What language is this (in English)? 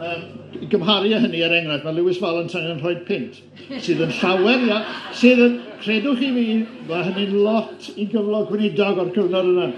Welsh